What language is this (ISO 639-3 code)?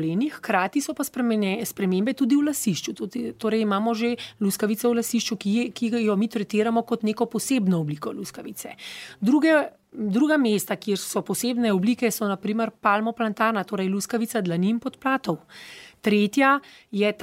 slv